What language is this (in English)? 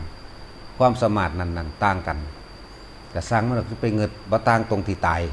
Lao